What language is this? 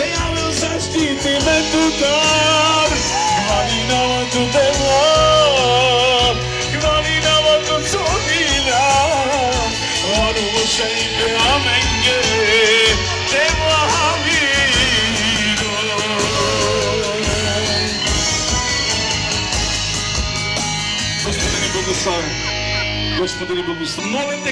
Bulgarian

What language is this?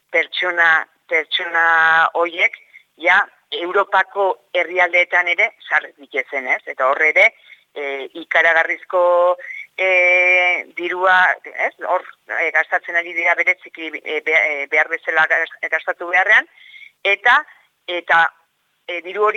Basque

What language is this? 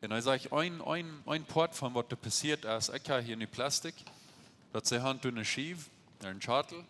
Plautdietsch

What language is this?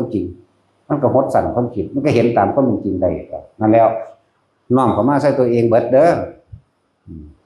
Northeastern Thai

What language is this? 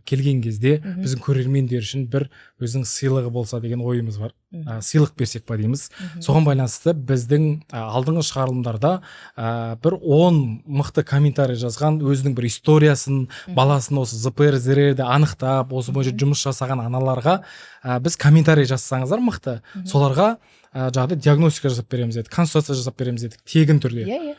Kazakh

